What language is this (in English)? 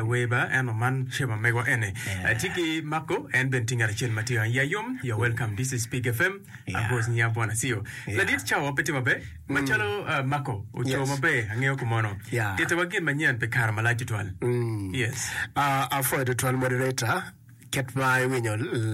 Acoli